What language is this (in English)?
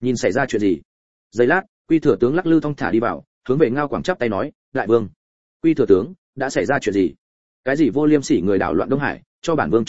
Vietnamese